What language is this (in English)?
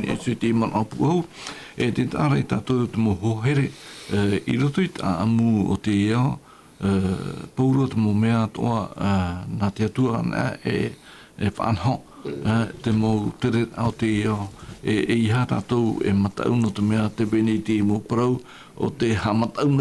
Tahitian